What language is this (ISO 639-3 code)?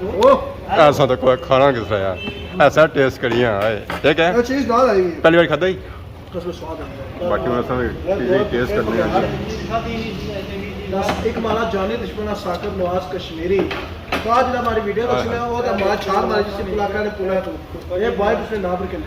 phr